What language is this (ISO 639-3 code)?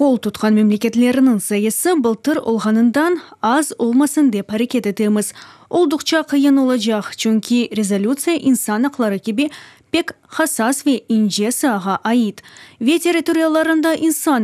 crh